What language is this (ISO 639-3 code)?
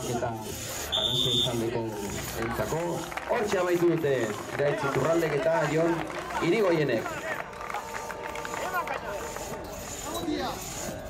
eus